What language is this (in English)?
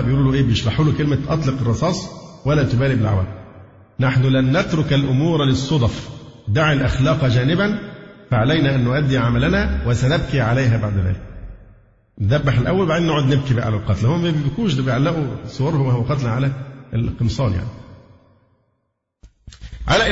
Arabic